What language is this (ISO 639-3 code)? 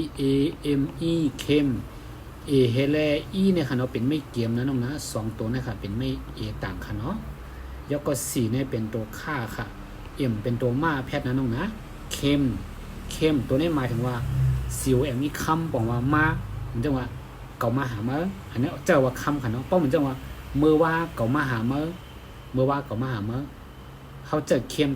shn